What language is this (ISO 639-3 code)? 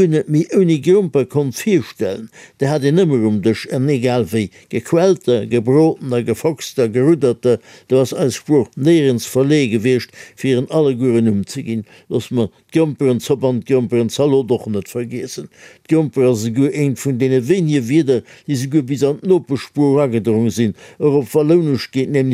ltz